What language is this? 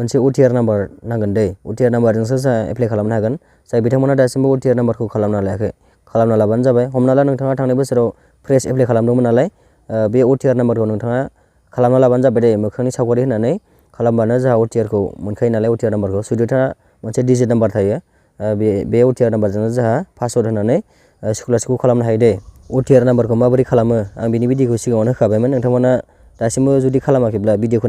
Bodo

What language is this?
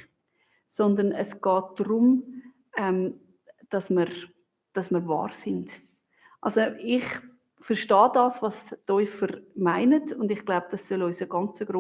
Swiss German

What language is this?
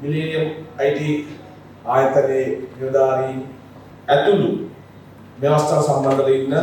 Sinhala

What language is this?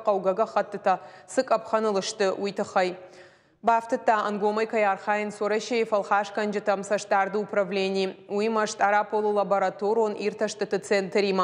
Ossetic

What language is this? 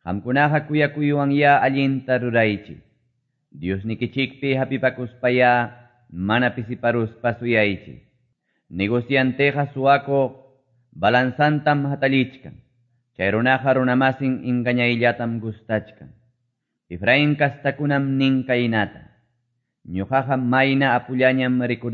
Quechua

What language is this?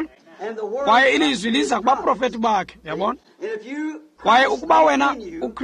Xhosa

